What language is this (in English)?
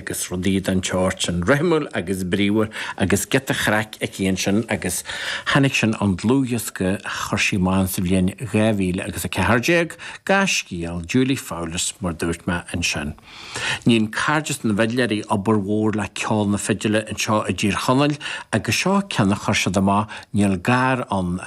Irish